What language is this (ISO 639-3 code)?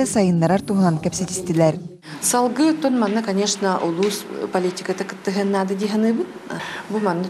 sah